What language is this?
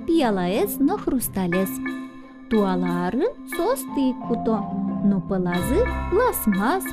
Udmurt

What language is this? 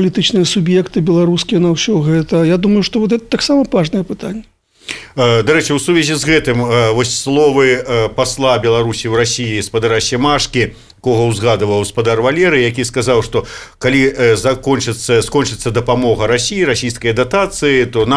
Belarusian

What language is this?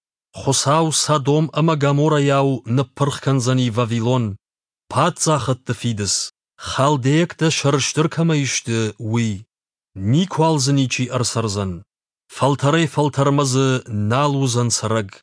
Ossetic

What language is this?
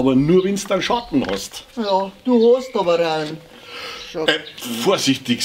Bavarian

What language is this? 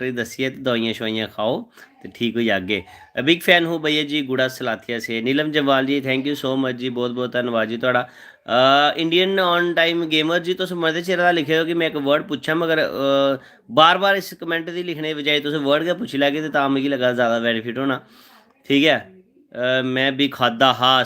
Dogri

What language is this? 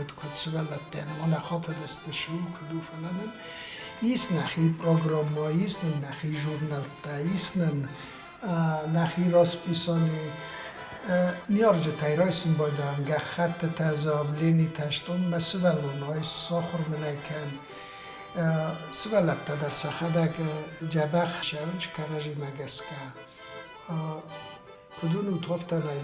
Ossetic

